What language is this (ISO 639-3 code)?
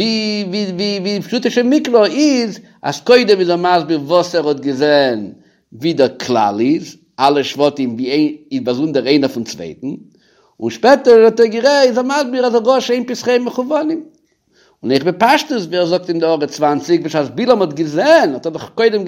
yid